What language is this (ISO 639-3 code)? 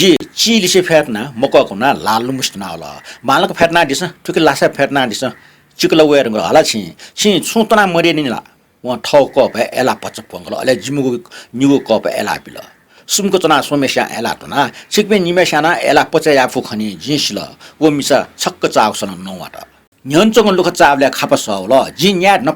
new